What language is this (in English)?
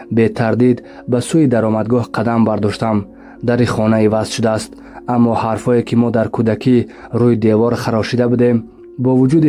Tajik